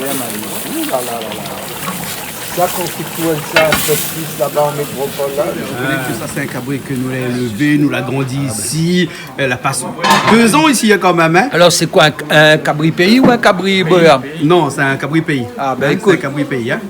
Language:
Réunion Creole French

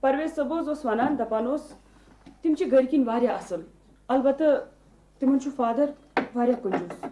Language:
Kashmiri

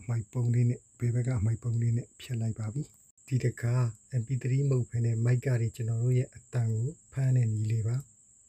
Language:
Burmese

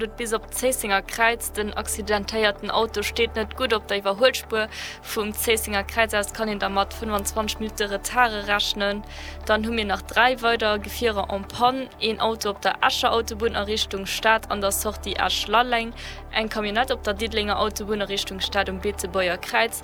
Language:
Luxembourgish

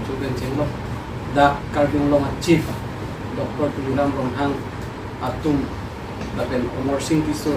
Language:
Karbi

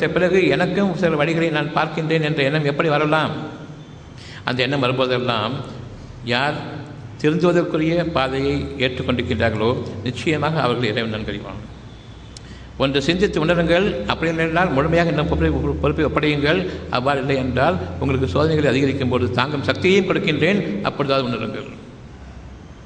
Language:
Tamil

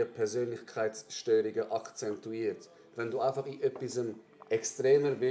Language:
Swiss German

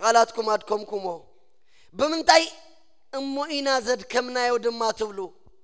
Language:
Tigrinya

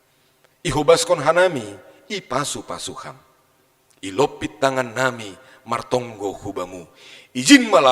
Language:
Batak Simalungun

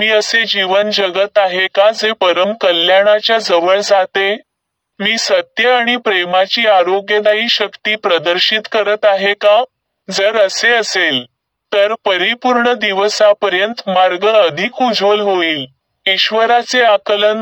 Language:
Marathi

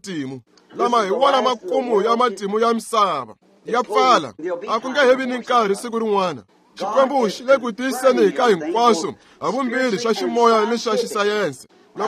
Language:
Tsonga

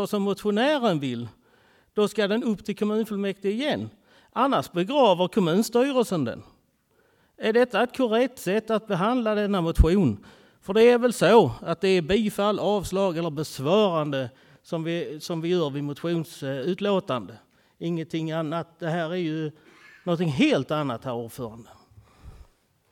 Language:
Swedish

